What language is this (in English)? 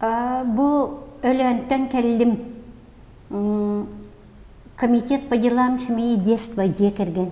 Yakut